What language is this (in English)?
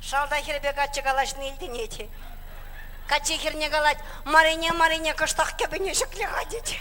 Chuvash